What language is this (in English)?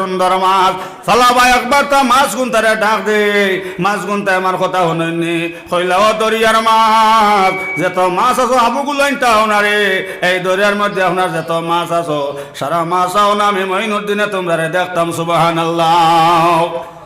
Sylheti